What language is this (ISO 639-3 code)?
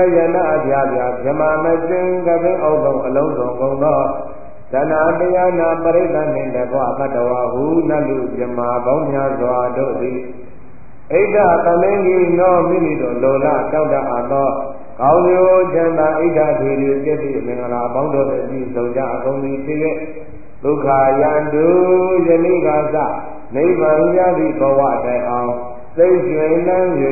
mya